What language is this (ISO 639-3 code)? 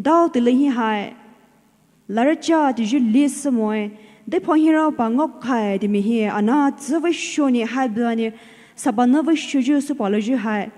pmx